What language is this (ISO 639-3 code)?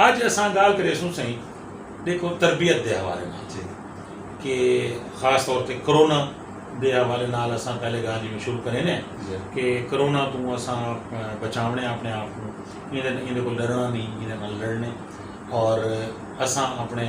skr